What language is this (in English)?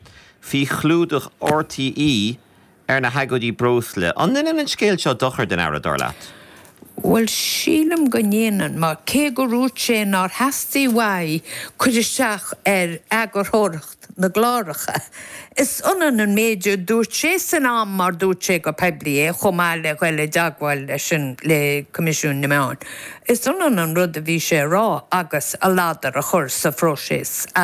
Irish